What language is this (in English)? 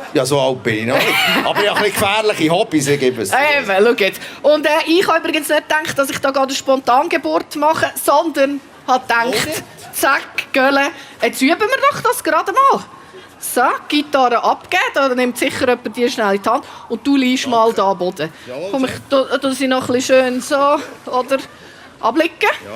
Swiss German